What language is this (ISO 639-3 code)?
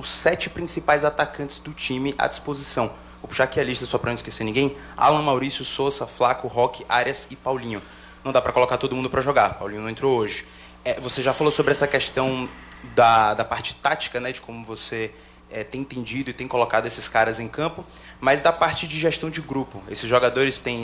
por